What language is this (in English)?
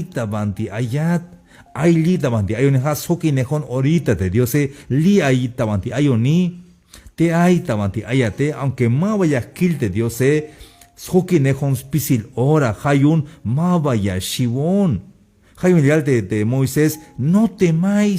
Tzeltal